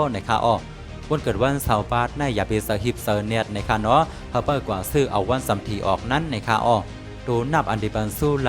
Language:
Shan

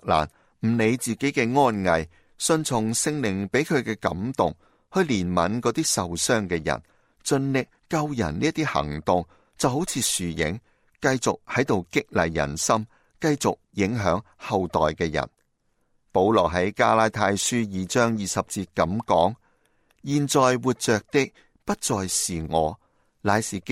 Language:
Cantonese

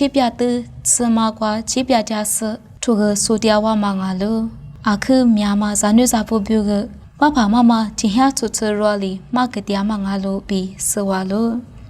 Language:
Lisu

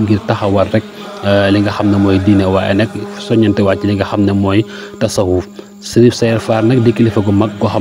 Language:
Wolof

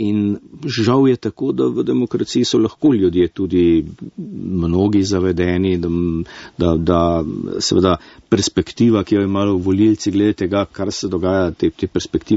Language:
Slovenian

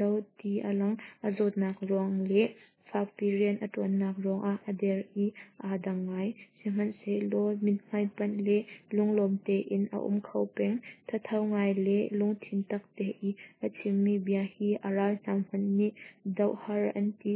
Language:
Hakha Chin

